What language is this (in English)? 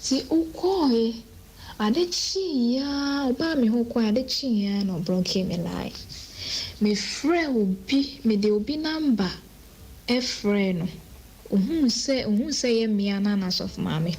Akan